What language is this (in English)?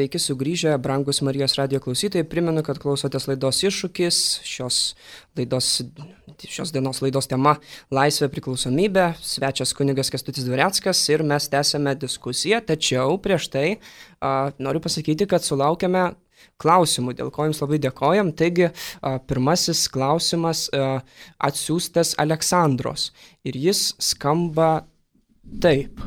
Lithuanian